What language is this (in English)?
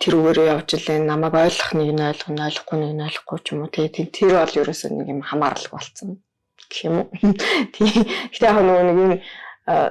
Mongolian